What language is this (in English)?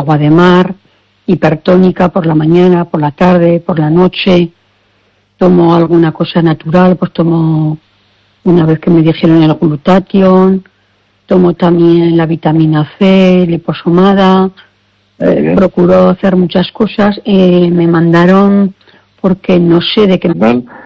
Spanish